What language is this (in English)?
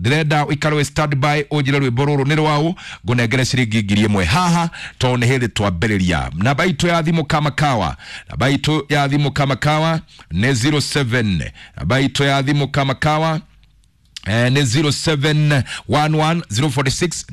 Kikuyu